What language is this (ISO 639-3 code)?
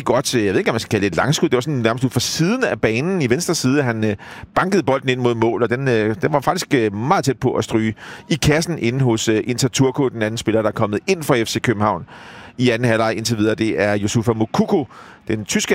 dan